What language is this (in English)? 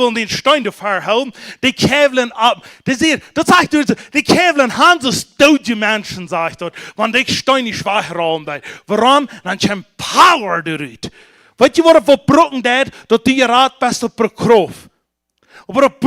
Plautdietsch